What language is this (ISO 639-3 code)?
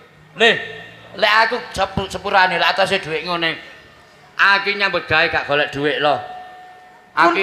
jav